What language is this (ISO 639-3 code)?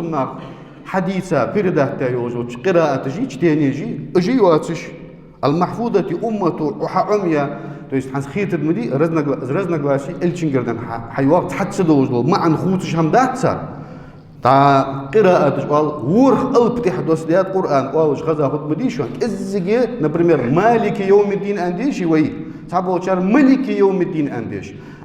inh